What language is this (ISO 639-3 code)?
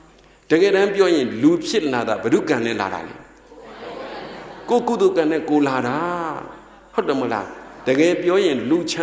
mya